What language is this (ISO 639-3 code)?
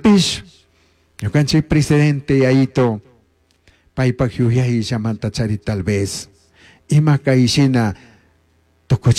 qug